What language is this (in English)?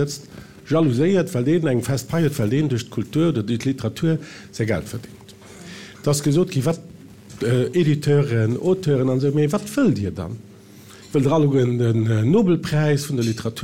Luxembourgish